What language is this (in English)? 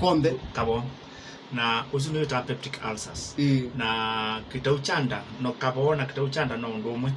Kamba